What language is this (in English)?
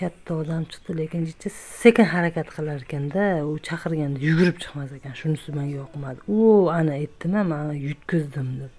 Uzbek